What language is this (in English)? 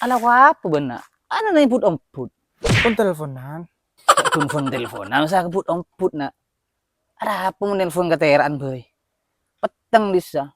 Madurese